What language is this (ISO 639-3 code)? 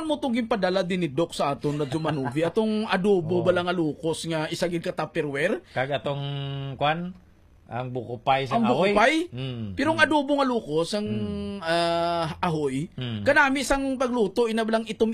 hil